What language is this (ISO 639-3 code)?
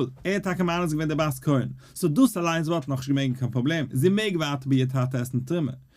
yid